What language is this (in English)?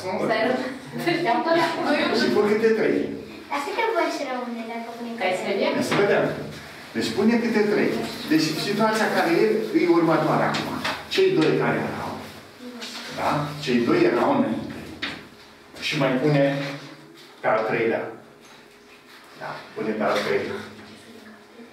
Romanian